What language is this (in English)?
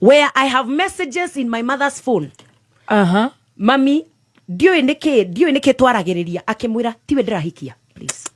Kikuyu